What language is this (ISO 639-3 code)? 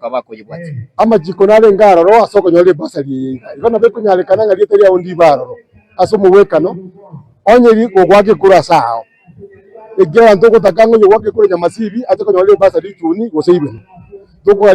guz